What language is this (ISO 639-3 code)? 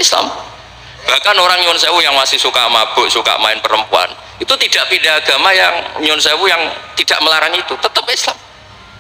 ind